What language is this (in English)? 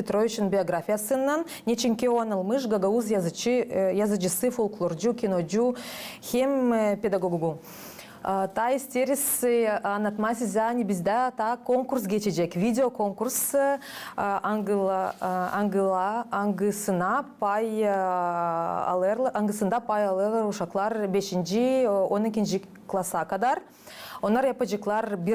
Gagauz